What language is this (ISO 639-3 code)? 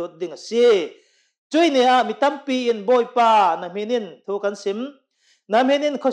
cnh